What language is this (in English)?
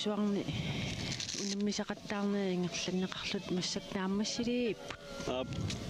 Kalaallisut